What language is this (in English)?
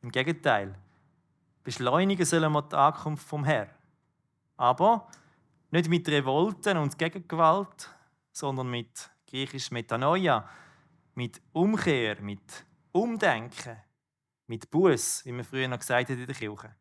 Swiss German